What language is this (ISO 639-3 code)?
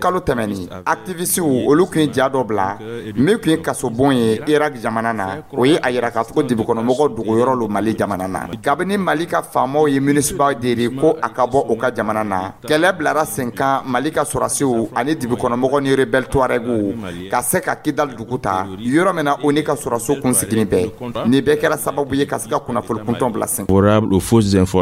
dyu